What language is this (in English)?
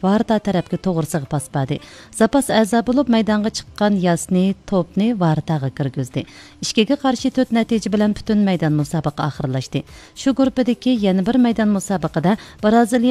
Uyghur